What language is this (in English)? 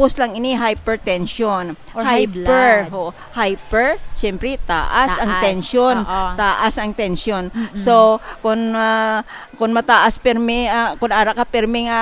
Hiligaynon